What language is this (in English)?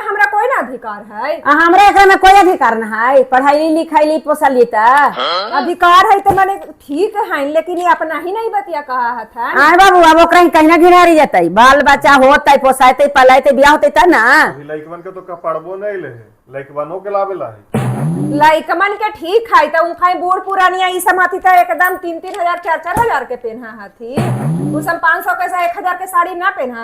Magahi